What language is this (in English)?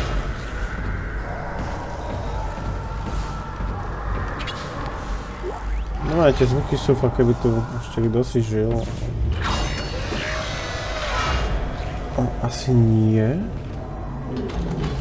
Slovak